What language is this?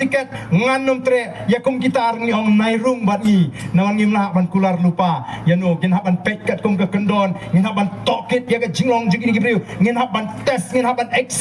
Khasi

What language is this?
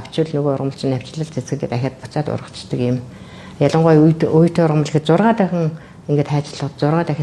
Mongolian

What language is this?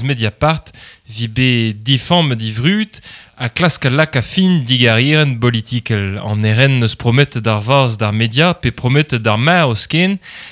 Breton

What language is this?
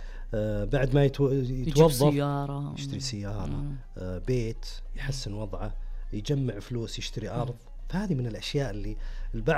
Najdi Arabic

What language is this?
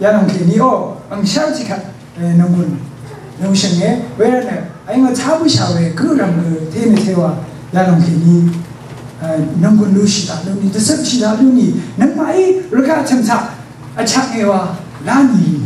Rawang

